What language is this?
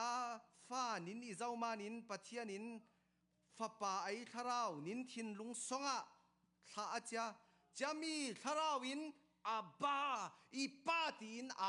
Falam Chin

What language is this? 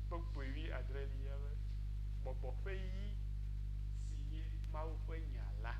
Ewe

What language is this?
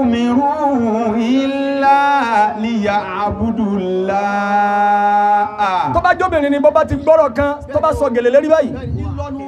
Yoruba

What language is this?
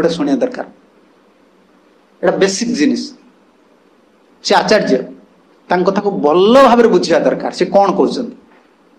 Odia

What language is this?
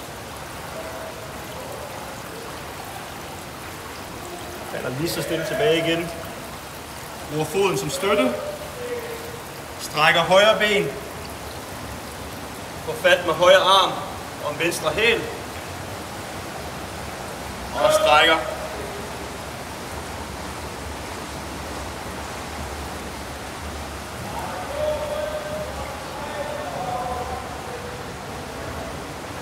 Danish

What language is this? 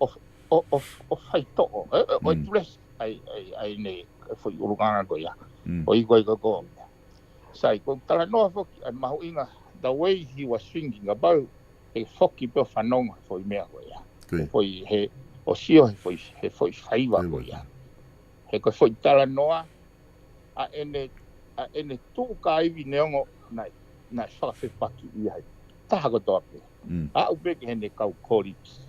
Tongan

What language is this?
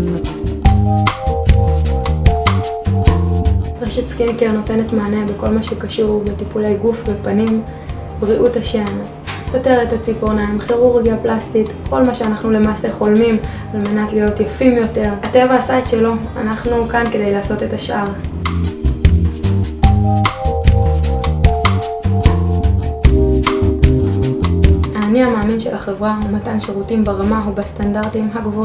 Hebrew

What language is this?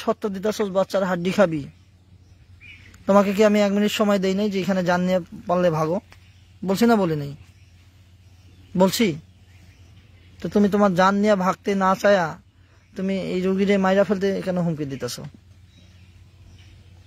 Bangla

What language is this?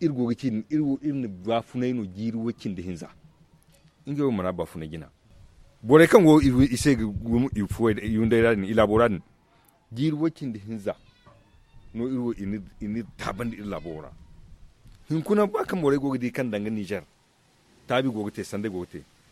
Zarma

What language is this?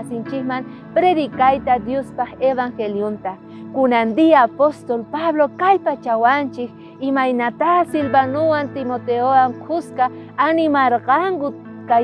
South Bolivian Quechua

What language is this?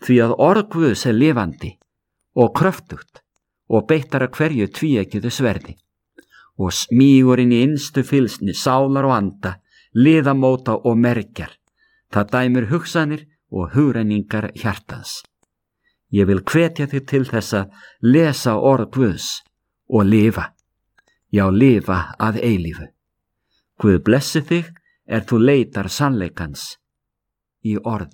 Icelandic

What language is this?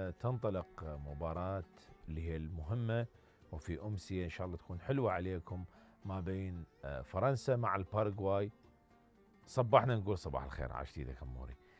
Mesopotamian Arabic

